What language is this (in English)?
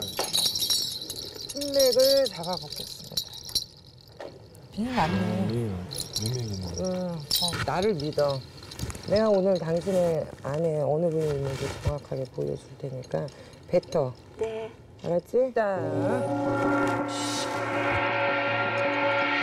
Korean